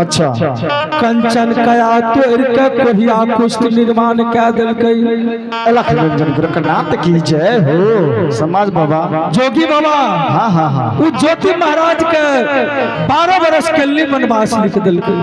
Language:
Angika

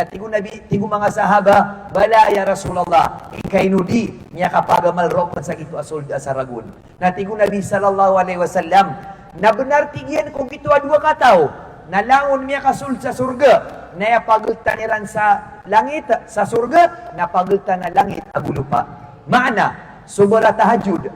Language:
Maranao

